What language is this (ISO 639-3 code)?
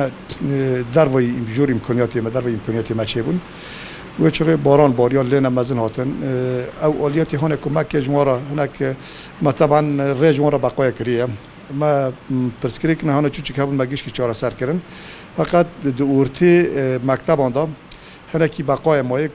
kur